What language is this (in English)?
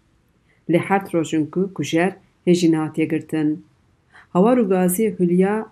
Kurdish